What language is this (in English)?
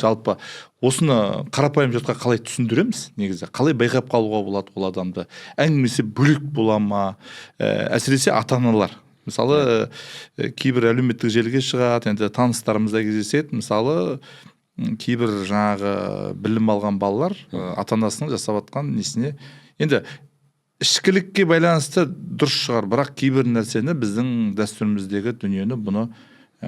Kazakh